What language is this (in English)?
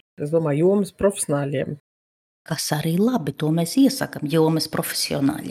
Latvian